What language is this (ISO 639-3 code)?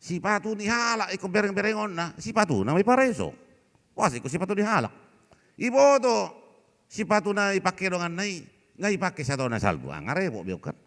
bbc